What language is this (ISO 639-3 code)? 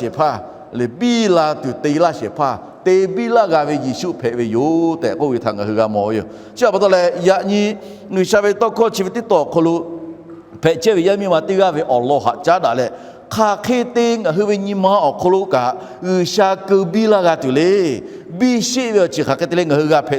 lhu